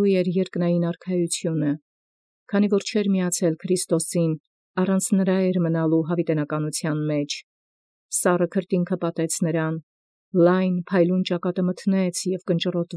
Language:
Armenian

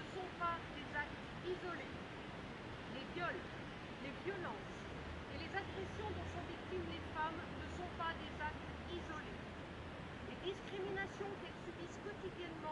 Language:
French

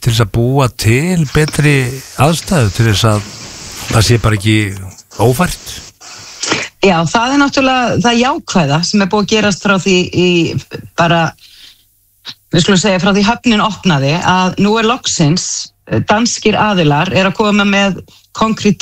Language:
Icelandic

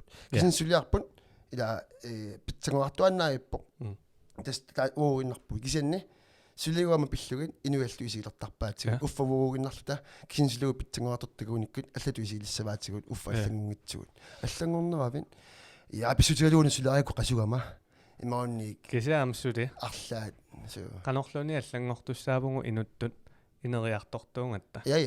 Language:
Kalaallisut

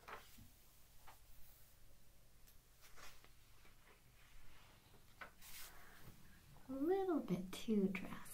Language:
English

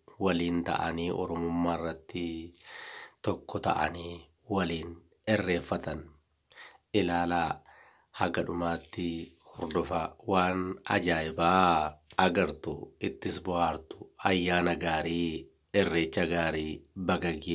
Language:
Oromo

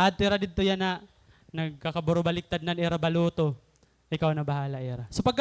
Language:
Waray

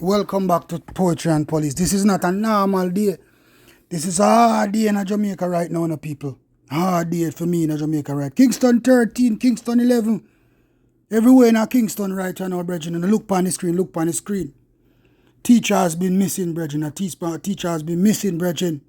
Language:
Jamaican Creole English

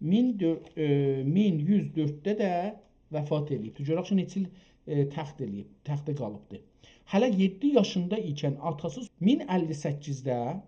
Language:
South Azerbaijani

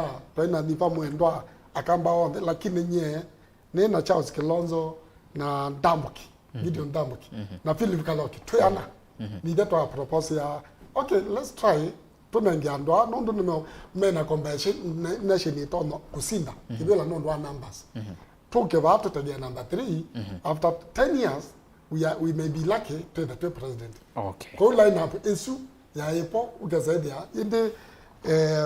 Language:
Kamba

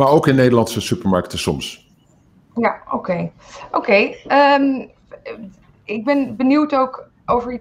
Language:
Dutch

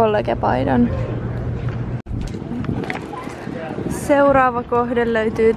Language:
Finnish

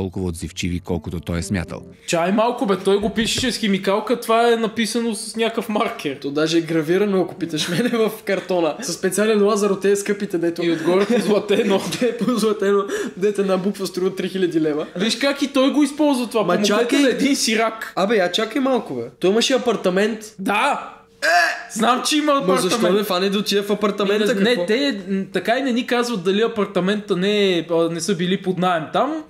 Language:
Bulgarian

